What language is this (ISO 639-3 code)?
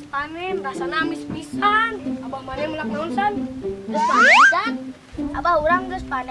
sun